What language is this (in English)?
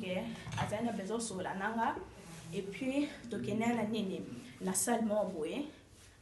Lingala